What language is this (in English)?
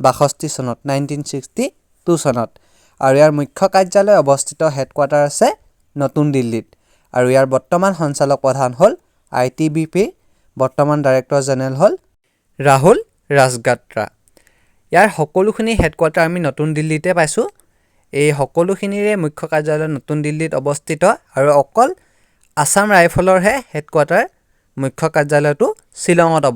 Assamese